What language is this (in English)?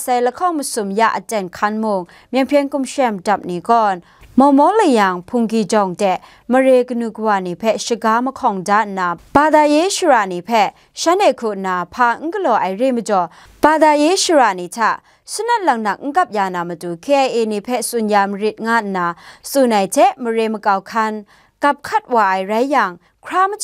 Kachin